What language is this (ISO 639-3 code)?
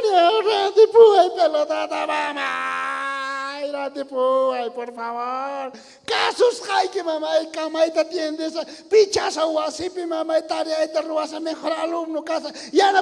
quh